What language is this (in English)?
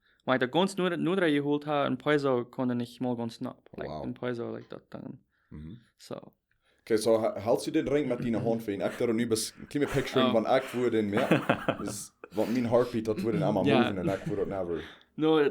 Plautdietsch